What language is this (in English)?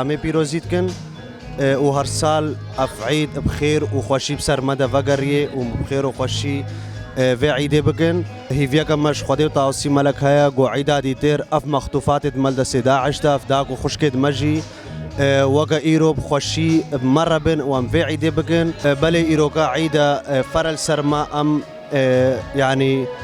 Kurdish